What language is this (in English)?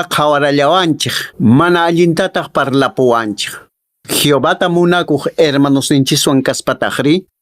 Quechua